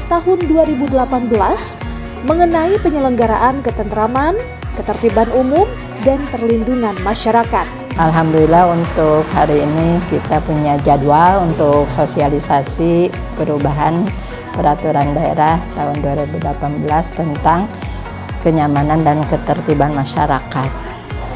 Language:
Indonesian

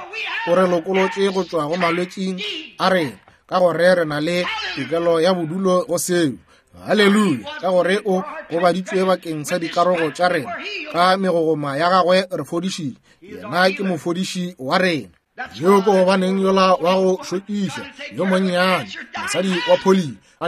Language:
Northern Sotho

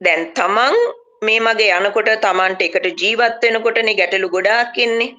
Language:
Sinhala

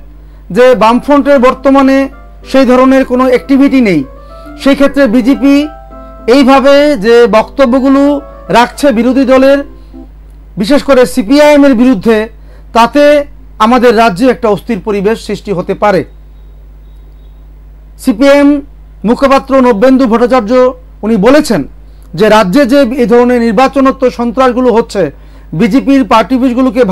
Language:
Bangla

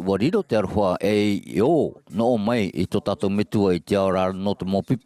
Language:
Tahitian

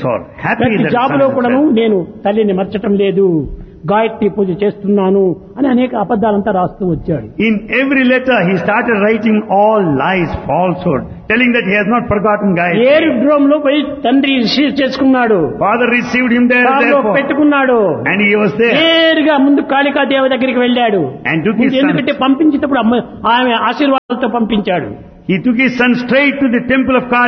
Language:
Telugu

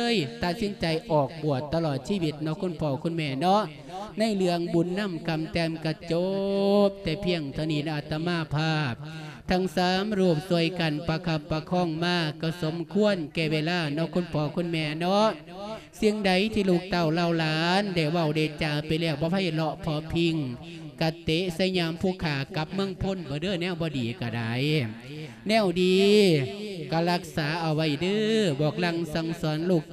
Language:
Lao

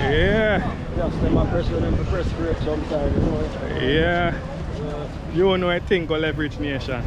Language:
Jamaican Creole English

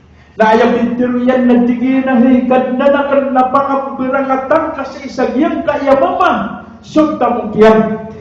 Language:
Maranao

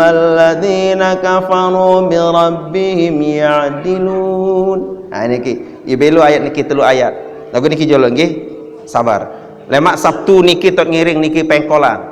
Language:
Sasak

